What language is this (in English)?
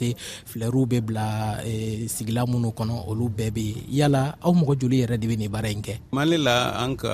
Bambara